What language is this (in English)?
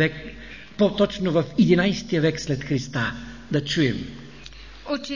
Bulgarian